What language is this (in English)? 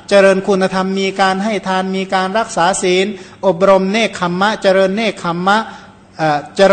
Thai